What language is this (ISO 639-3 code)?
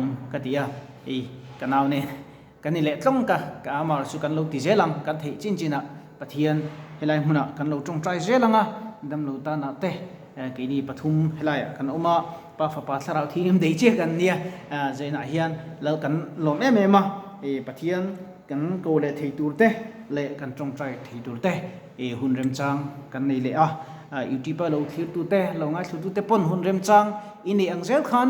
lus